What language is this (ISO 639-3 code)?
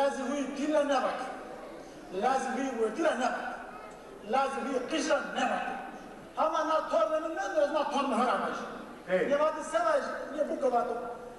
zza